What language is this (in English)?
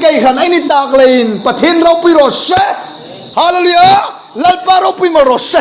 Hmar